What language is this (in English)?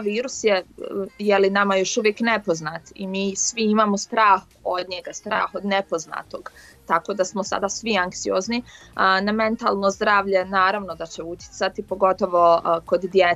Bosnian